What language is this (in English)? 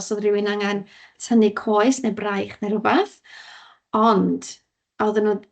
Welsh